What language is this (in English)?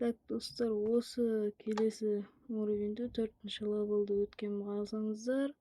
Kazakh